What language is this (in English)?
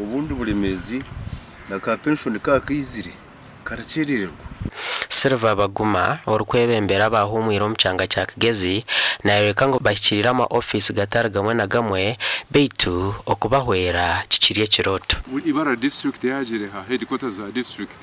Nyankole